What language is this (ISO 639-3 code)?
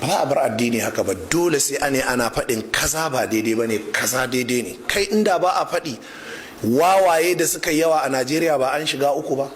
hau